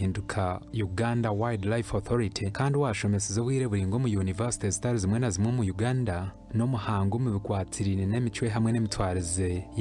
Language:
Nyankole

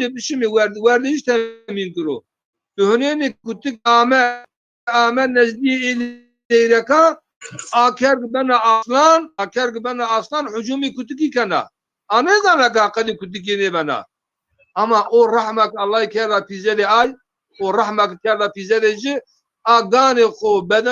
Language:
Zaza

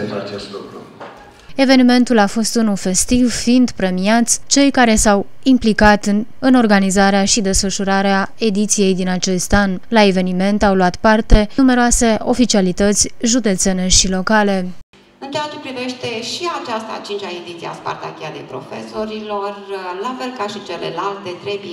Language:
Romanian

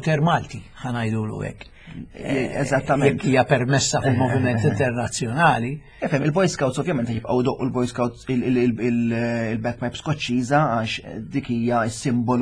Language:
Maltese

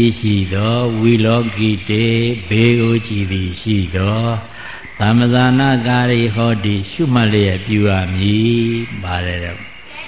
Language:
Burmese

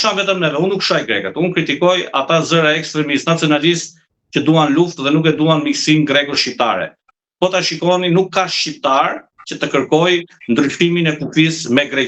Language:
Albanian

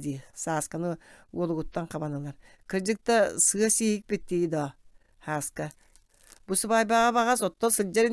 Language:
Yakut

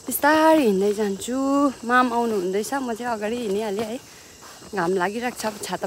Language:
Nepali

